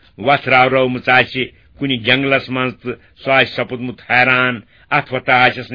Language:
Kashmiri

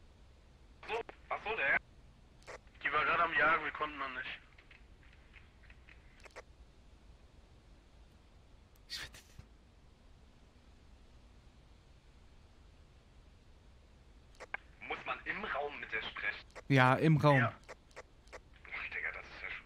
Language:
German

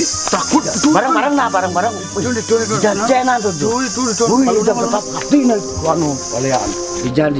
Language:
Balinese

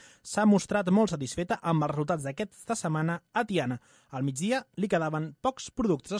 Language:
Catalan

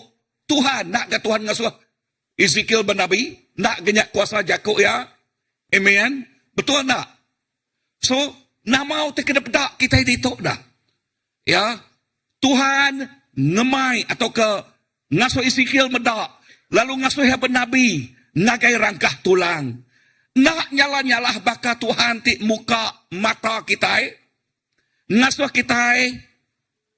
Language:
Iban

